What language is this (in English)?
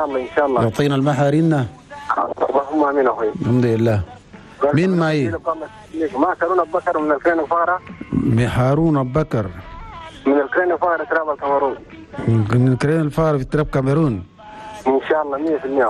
Chadian Arabic